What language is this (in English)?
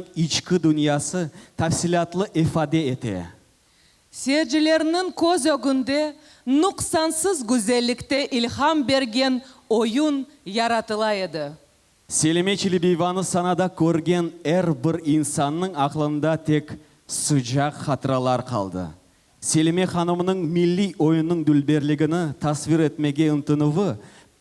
Crimean Tatar